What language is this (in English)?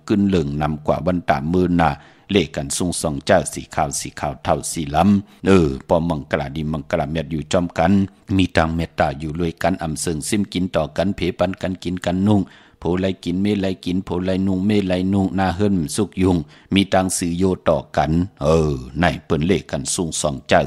Shan